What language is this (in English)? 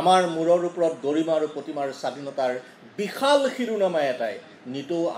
Assamese